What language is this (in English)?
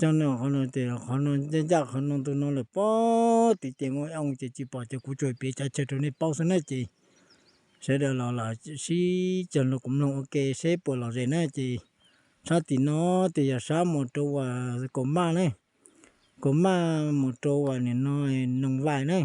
Hmong